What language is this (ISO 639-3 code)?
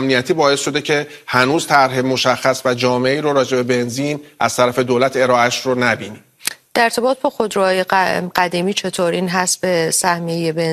fas